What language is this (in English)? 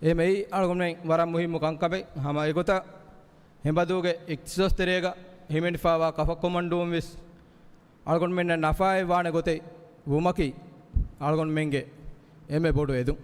Divehi